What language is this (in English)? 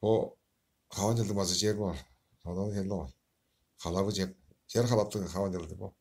Tuvinian